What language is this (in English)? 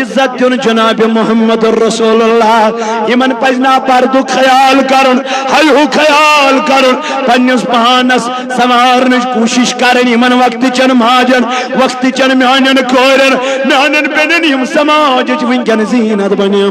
Kashmiri